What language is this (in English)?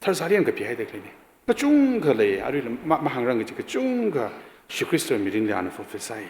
Tangkhul Naga (India)